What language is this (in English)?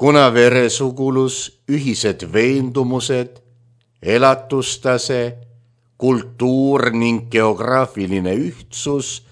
Estonian